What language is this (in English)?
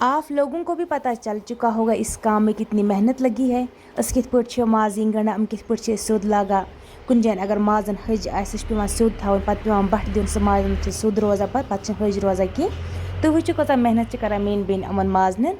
Kashmiri